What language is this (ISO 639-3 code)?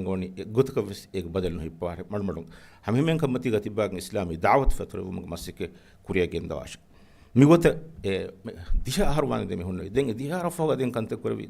div